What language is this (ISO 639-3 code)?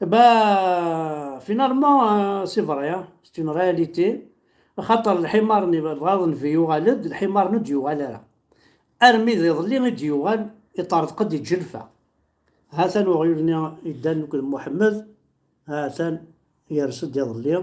kab